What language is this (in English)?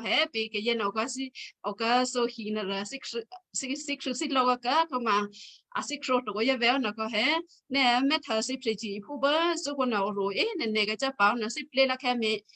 Western Kayah